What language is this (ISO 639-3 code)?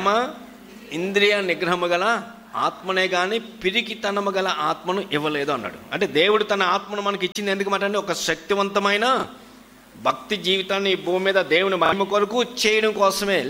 tel